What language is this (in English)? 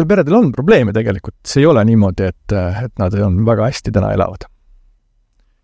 Estonian